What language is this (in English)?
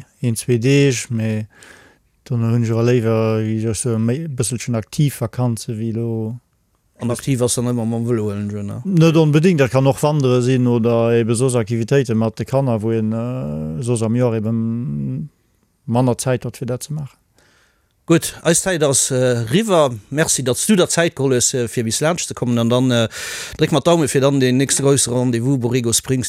Luxembourgish